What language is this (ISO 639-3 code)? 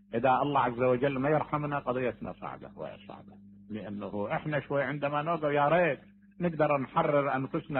acm